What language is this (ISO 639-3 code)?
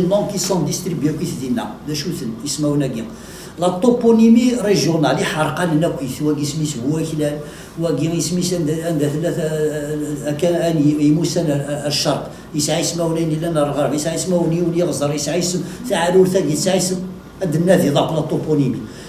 kab